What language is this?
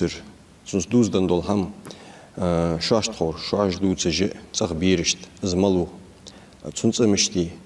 Ingush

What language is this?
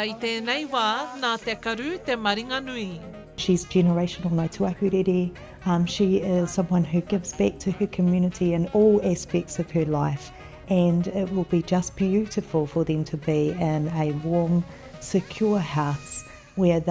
Māori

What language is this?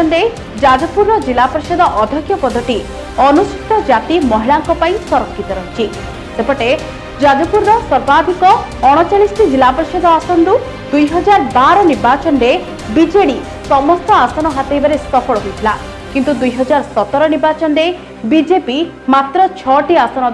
Odia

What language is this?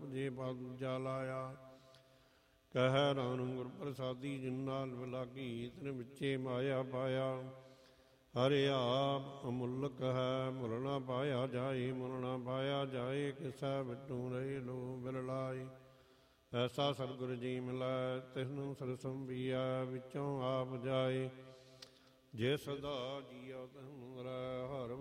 Punjabi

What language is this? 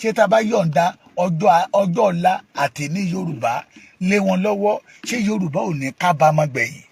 Yoruba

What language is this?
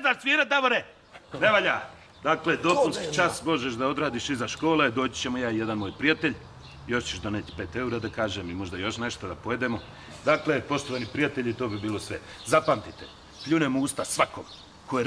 Bosnian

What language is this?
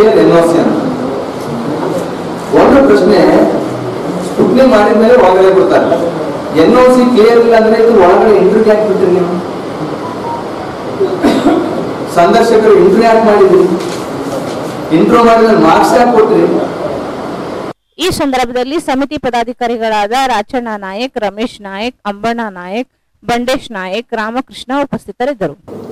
Kannada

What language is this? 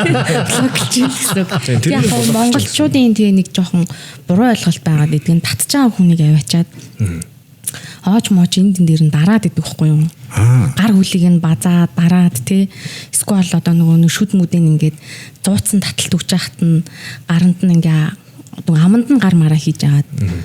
Mongolian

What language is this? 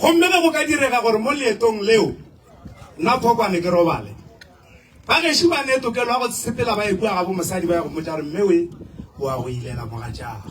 Northern Sotho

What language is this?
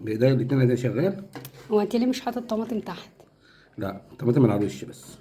Egyptian Arabic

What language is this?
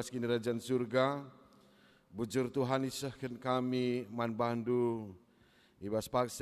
Batak Karo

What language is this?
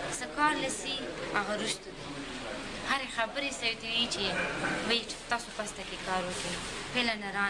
Pashto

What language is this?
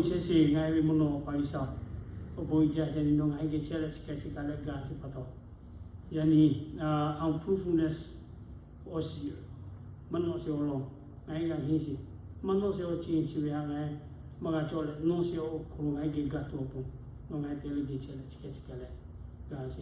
Lahu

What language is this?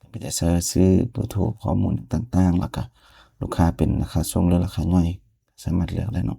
Lao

